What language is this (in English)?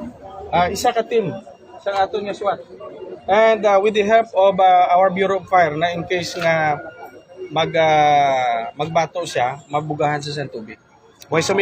Hiligaynon